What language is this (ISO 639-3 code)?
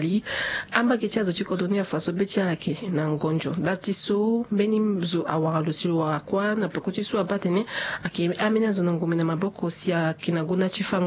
sag